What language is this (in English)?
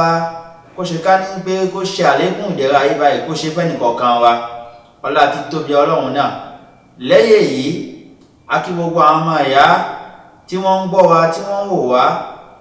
Yoruba